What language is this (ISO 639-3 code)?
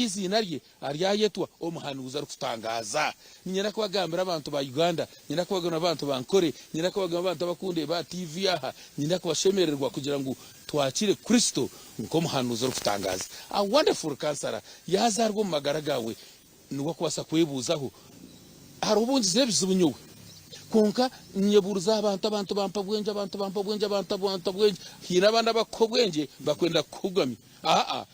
nyn